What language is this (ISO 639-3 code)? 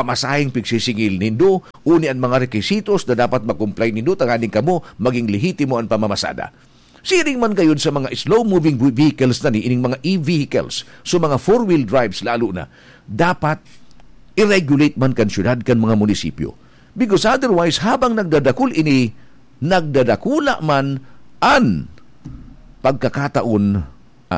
bik